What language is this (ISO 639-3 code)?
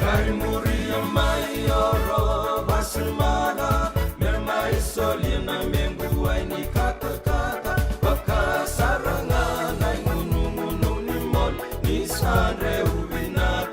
fij